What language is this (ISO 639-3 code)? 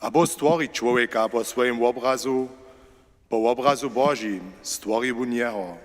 hsb